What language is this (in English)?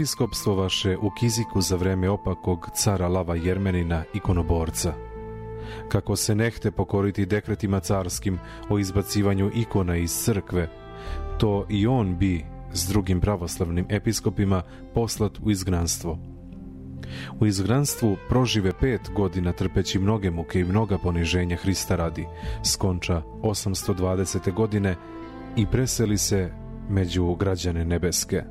Serbian